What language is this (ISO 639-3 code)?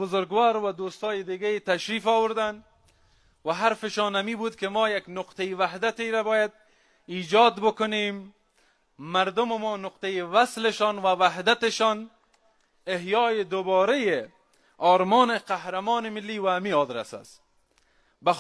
fas